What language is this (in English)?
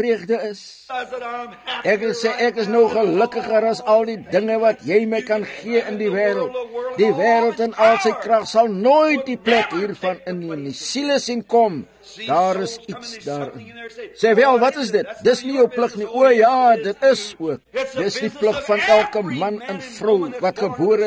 Afrikaans